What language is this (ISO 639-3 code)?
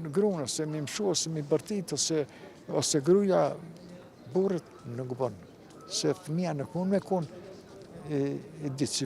sqi